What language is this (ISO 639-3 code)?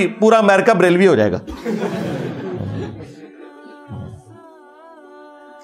urd